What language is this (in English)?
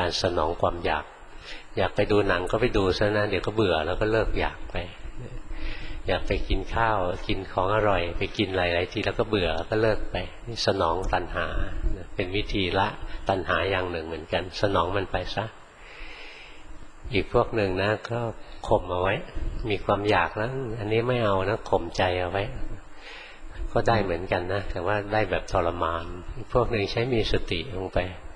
Thai